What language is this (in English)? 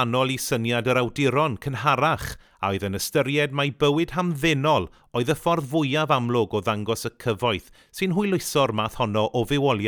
Welsh